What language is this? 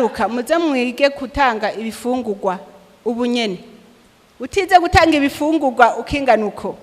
Rundi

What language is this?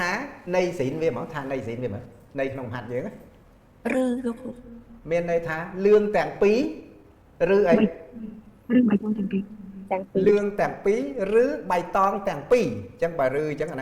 Khmer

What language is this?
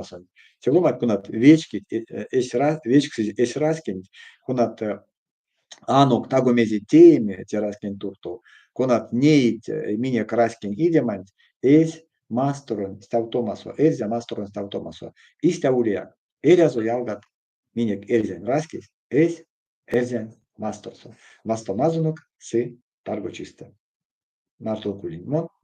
Erzya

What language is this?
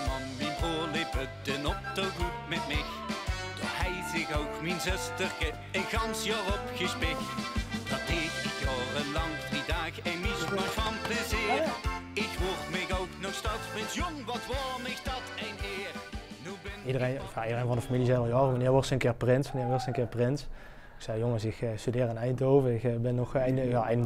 Limburgish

